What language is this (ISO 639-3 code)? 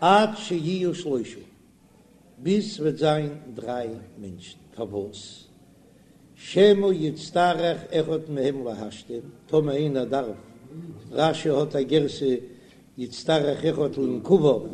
yid